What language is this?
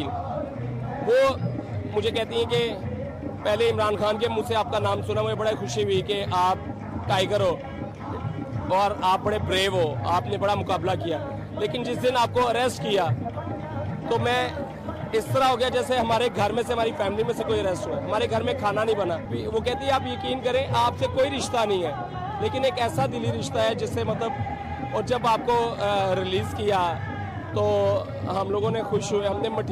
Urdu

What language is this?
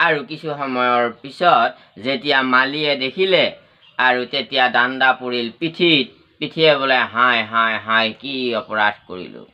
Assamese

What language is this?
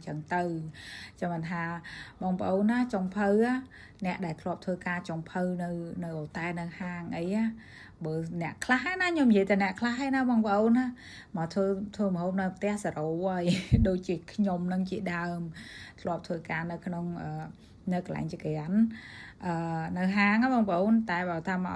Khmer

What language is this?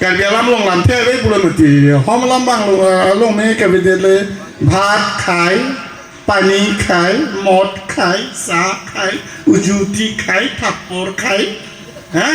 Karbi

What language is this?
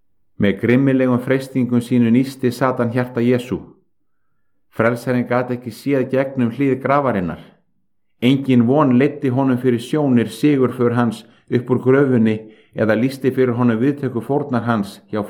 Icelandic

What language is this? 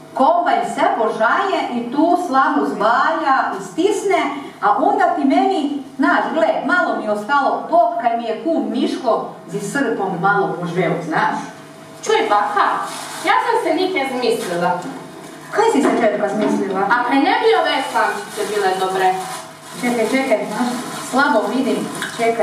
Croatian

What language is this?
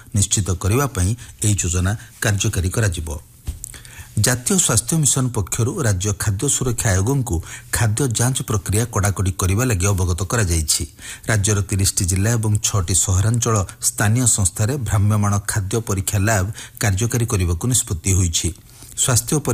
Odia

